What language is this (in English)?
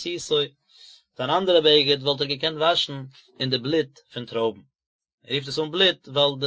Yiddish